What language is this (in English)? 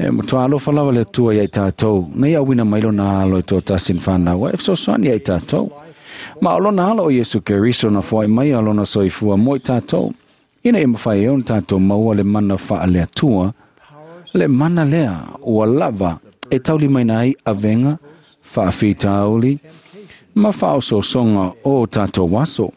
Samoan